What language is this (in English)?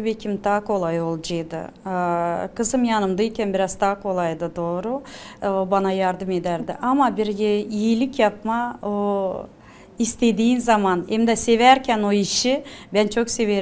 Gagauz